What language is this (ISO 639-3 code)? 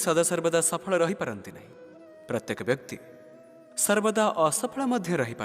ori